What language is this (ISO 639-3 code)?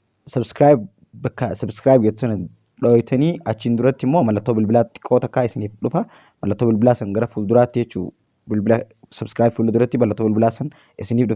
orm